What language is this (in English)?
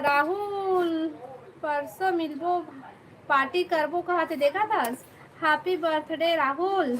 Chhattisgarhi